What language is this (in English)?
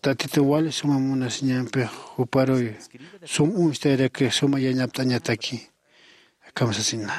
Aymara